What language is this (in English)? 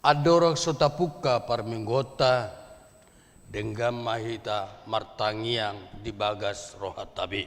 Batak Toba